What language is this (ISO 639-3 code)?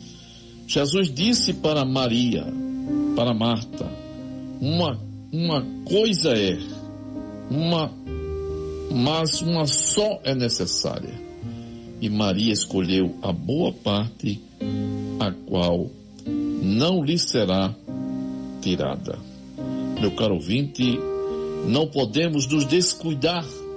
por